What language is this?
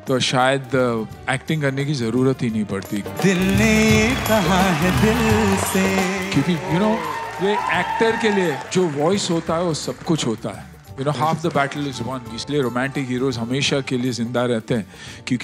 Hindi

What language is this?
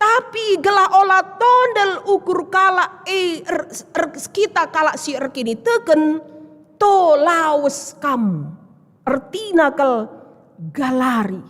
Batak Karo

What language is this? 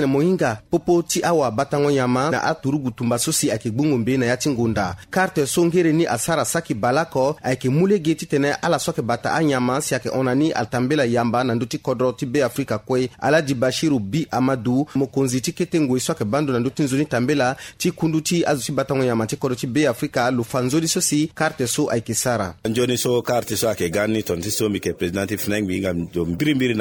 Sango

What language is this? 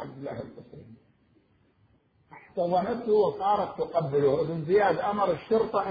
Arabic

